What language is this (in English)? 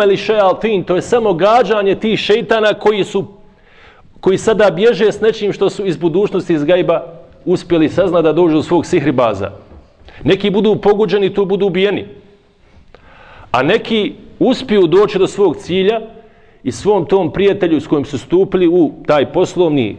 Bosnian